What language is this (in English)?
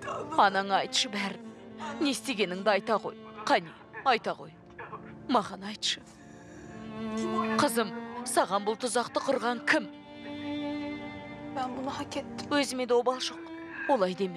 Kazakh